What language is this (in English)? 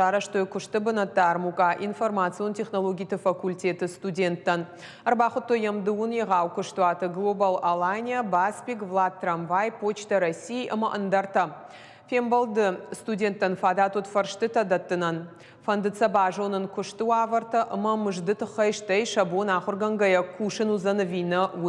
Ossetic